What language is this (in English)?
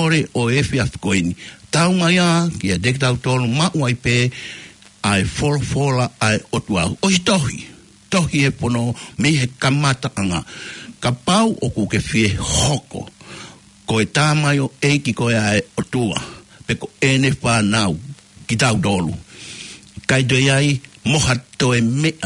Tongan